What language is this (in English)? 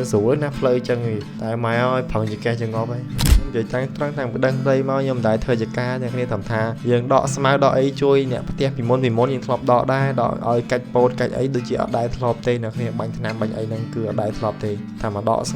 Khmer